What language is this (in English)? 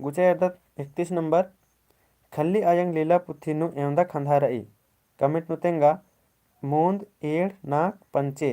Kurukh